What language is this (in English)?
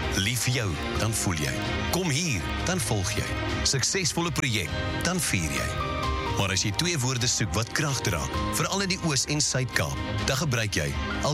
Afrikaans